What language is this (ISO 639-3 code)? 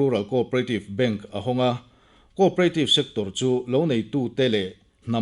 lus